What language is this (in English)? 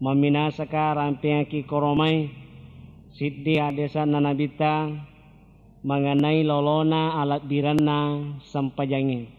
Buginese